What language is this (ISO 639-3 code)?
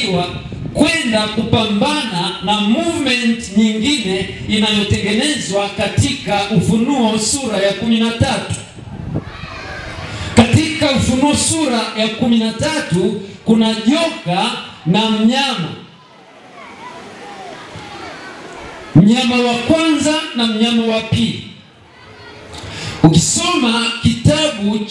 swa